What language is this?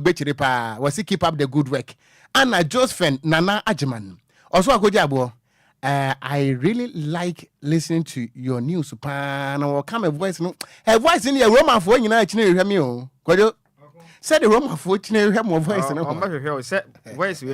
Akan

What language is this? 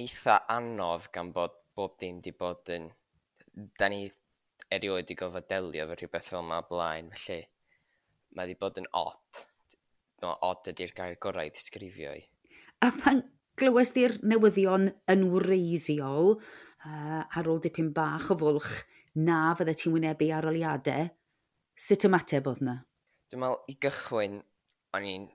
Welsh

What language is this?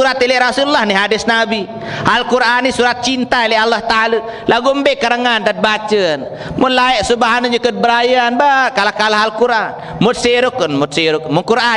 Sasak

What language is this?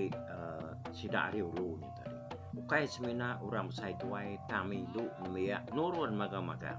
Iban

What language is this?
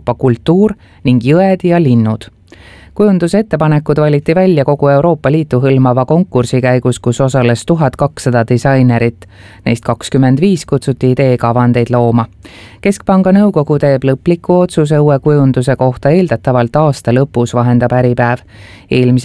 Estonian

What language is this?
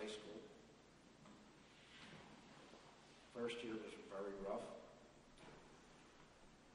English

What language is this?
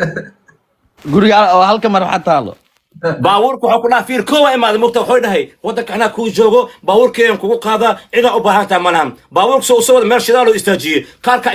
Somali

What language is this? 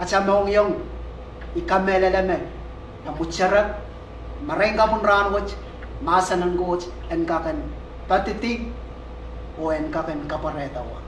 Pohnpeian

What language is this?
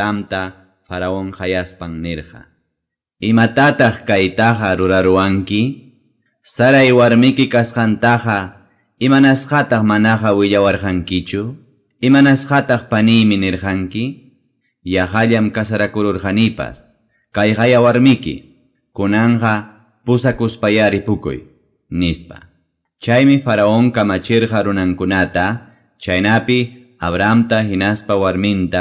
Quechua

